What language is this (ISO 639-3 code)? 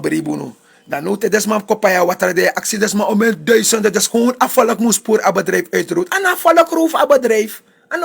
srn